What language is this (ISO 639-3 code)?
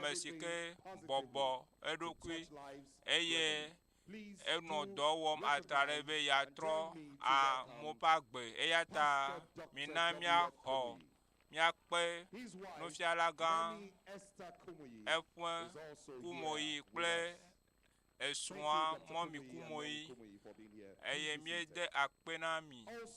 ewe